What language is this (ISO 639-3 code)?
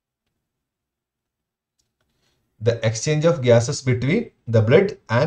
eng